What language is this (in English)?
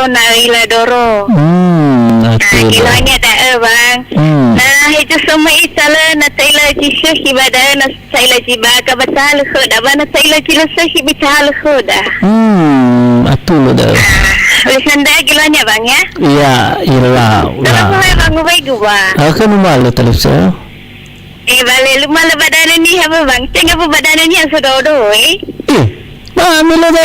Nias